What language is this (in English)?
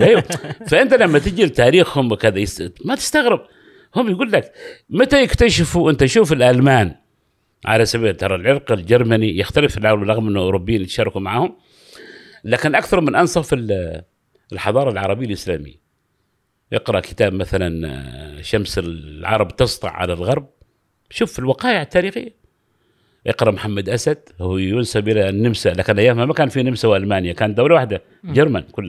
Gulf Arabic